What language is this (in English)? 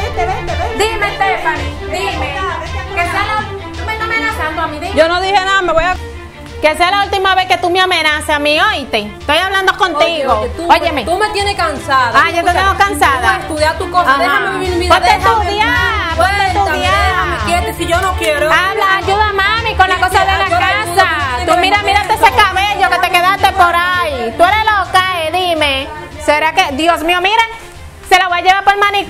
Spanish